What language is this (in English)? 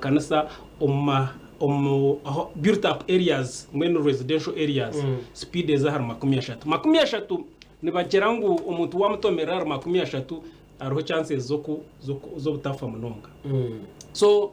Nyankole